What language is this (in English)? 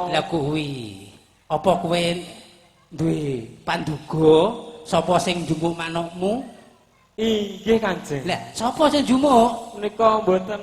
Javanese